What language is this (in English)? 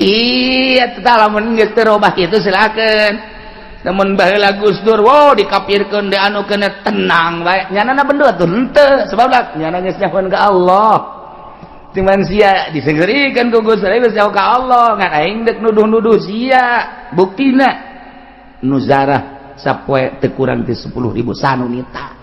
Sundanese